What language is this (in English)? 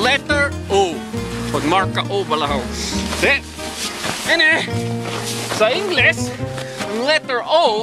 Hiligaynon